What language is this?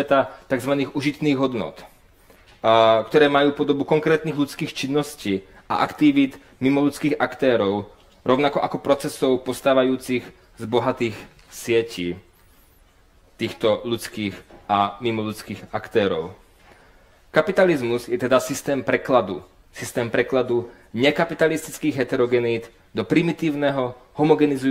Slovak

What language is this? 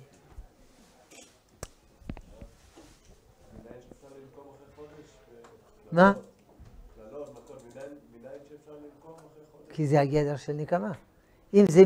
Hebrew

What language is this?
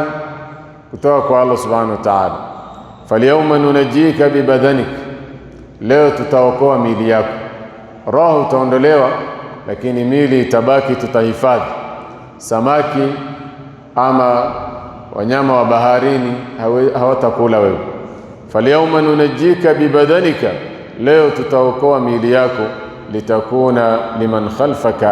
Swahili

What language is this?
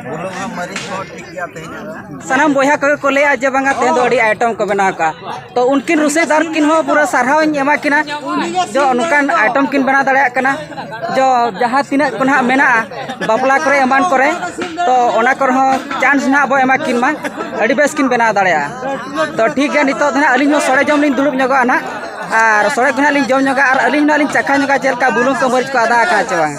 Santali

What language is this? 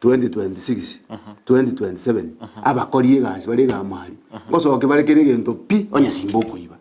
Gusii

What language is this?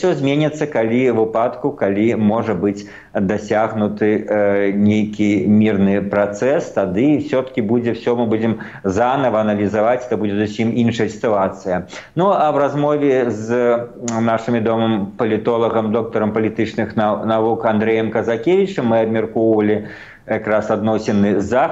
Belarusian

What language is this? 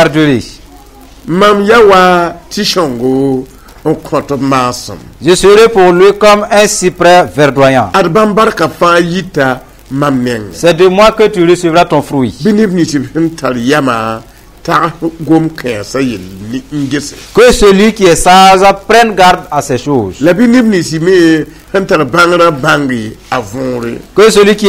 Mossi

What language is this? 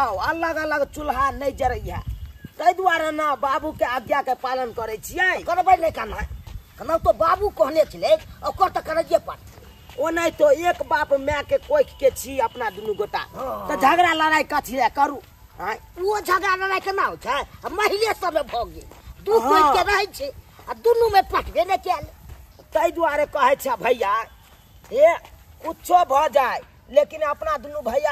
Maithili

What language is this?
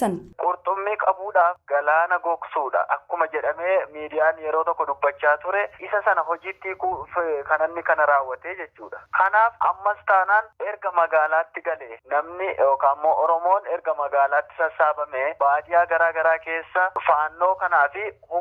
Oromo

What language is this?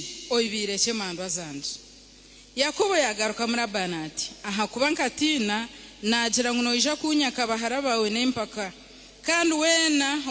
Nyankole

